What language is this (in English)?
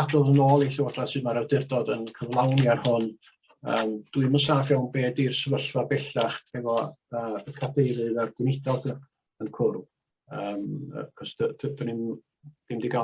Welsh